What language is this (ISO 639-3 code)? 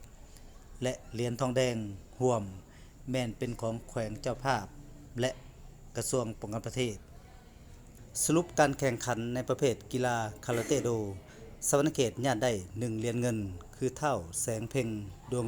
lao